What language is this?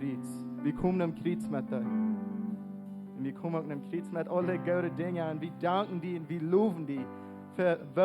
Plautdietsch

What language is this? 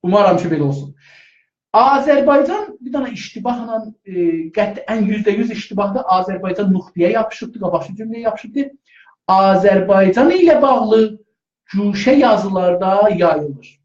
South Azerbaijani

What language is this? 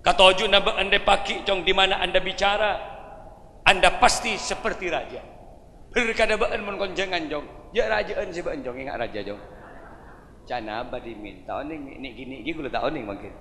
Madurese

